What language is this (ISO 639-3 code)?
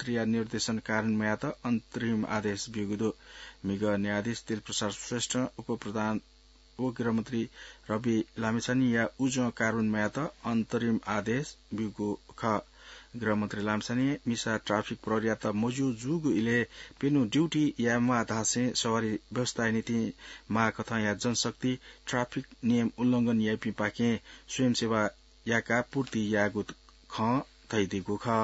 new